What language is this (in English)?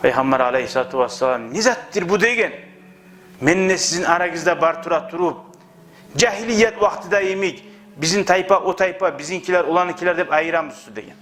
Kumyk